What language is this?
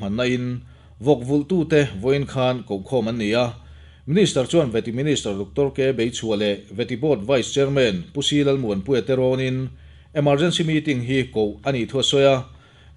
Mizo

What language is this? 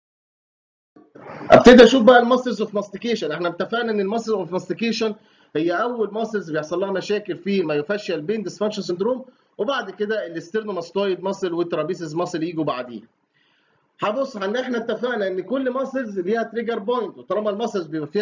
Egyptian Arabic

